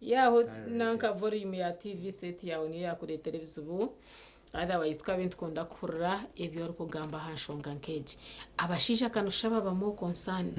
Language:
Nyankole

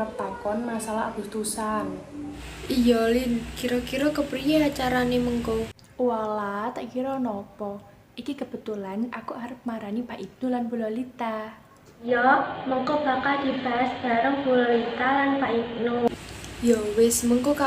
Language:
Javanese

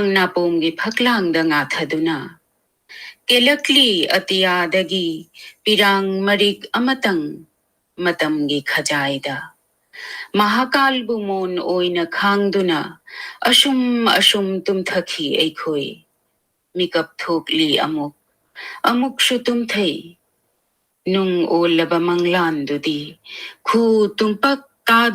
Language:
Manipuri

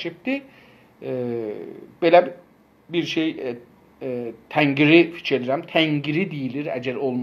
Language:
South Azerbaijani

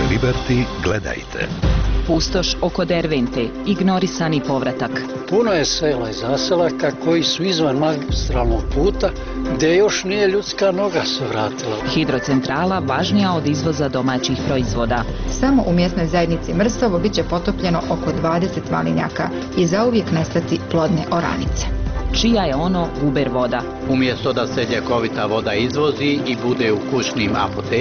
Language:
Bosnian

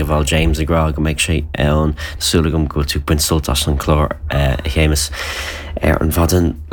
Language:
Irish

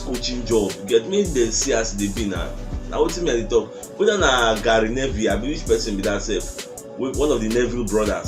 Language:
Nigerian Pidgin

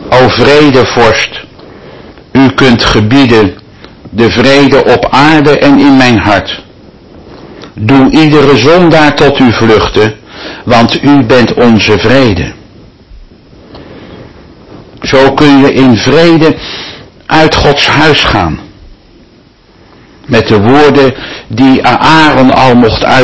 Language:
Dutch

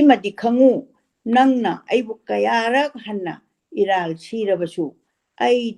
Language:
Manipuri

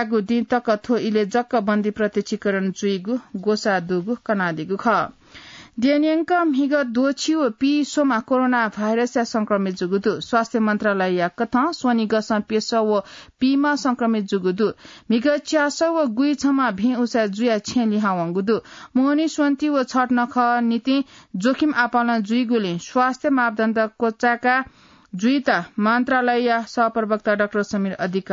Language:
Newari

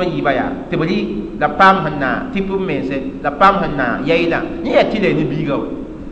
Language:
Mossi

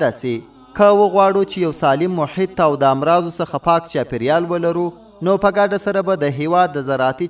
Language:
Pashto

